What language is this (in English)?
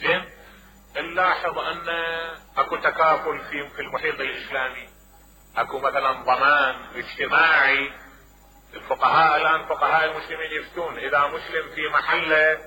Mesopotamian Arabic